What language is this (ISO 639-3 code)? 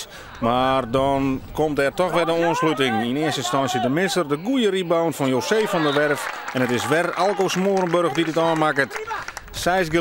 fry